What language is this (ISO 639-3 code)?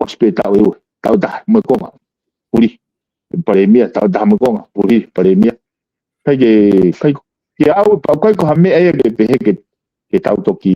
ton